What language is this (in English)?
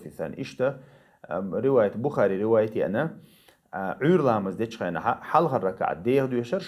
Chechen